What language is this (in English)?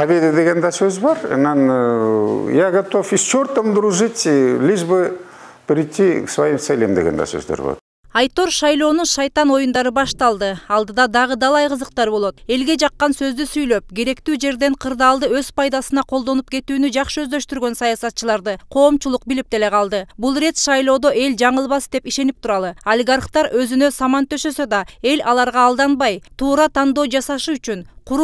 Kyrgyz